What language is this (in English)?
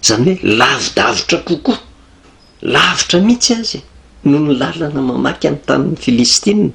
Malagasy